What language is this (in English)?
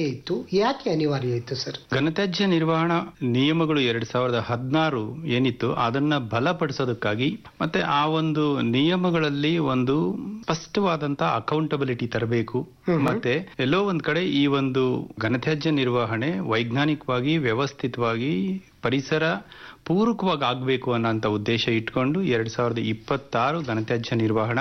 Kannada